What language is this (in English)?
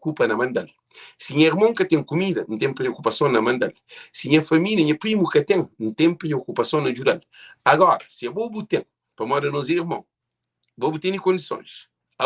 Kabuverdianu